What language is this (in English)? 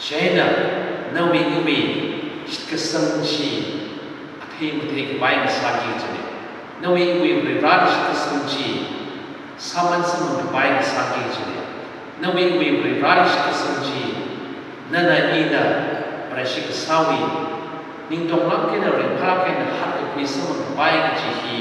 Tangkhul Naga (India)